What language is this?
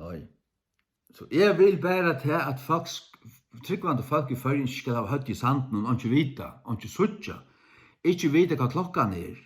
Faroese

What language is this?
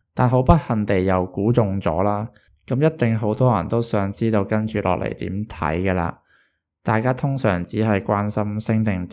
Cantonese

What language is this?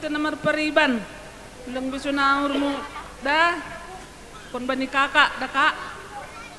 Batak Simalungun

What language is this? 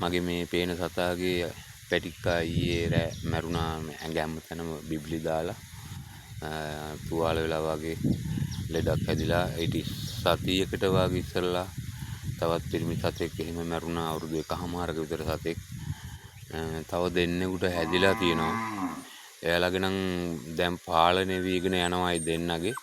Sinhala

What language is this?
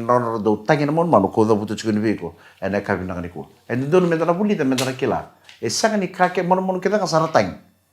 Fijian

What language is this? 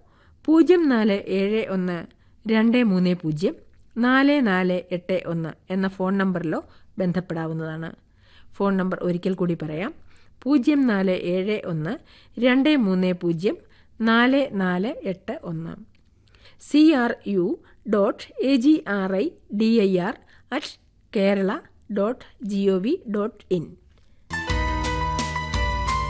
Malayalam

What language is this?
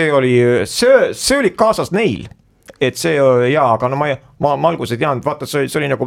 Estonian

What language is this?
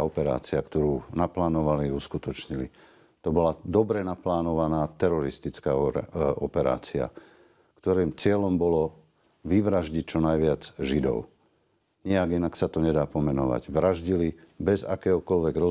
Slovak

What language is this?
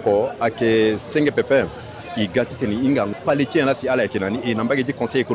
Sango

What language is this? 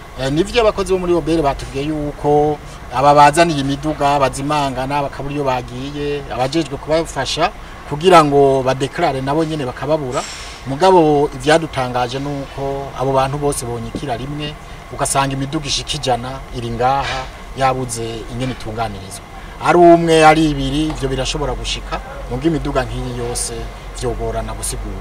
Rundi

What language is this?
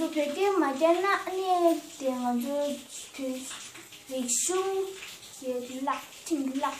Tibetan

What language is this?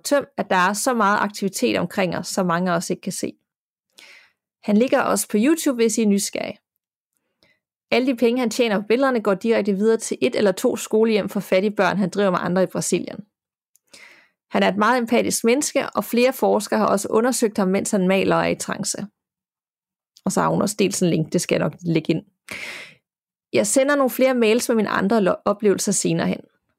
Danish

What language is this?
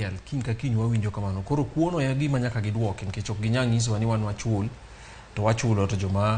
Luo (Kenya and Tanzania)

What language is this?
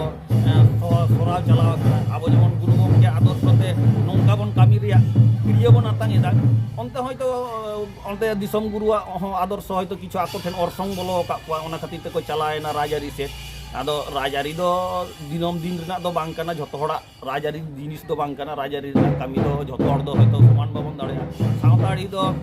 Santali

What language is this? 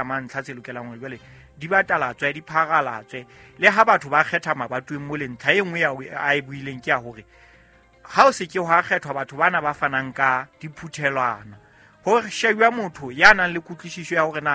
Southern Sotho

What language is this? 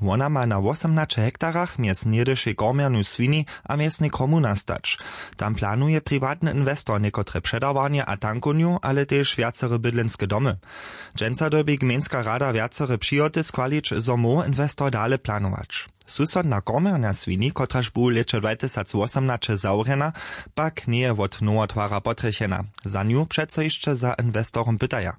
Upper Sorbian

